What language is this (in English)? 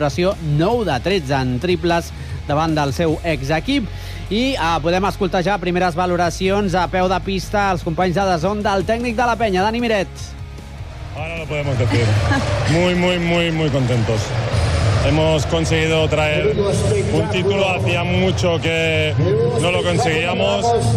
Catalan